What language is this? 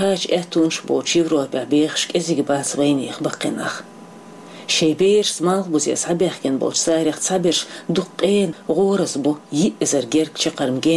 Chechen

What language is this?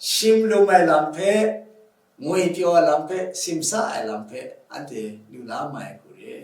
Kachin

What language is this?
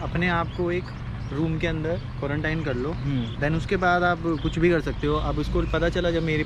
Hindi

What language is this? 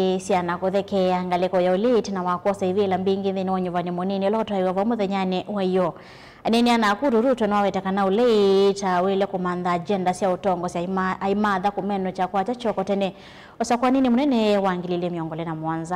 Kamba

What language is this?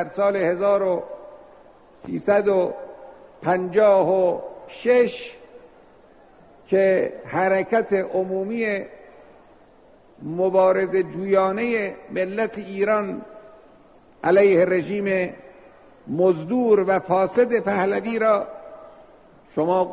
Persian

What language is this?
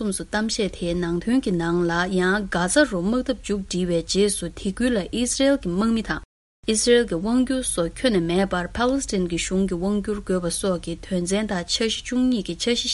Tibetan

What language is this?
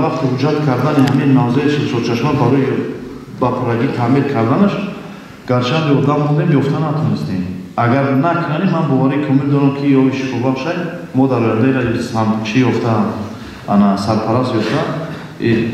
Tajik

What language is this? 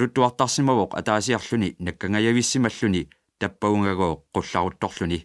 Kalaallisut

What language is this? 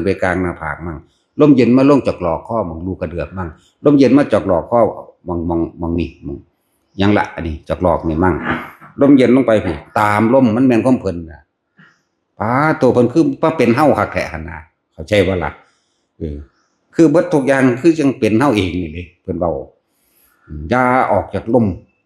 Northeastern Thai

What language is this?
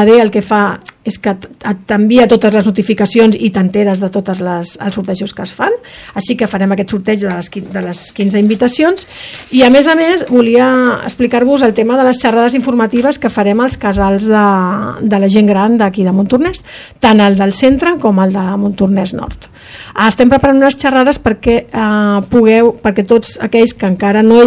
Catalan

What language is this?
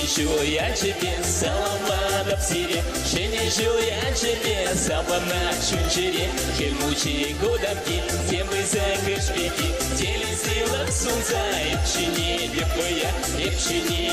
Chuvash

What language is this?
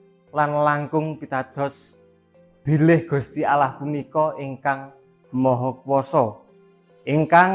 Javanese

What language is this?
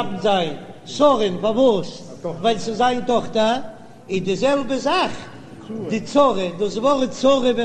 Yiddish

